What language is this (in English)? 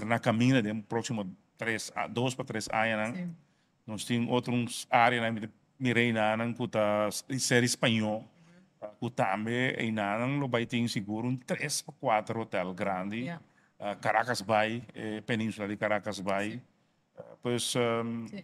Papiamento